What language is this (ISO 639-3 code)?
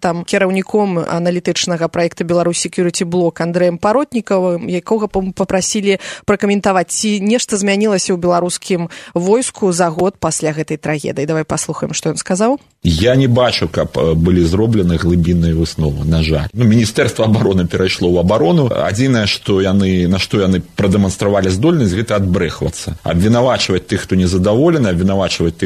bel